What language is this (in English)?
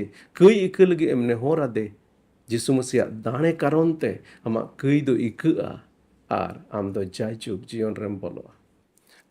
Santali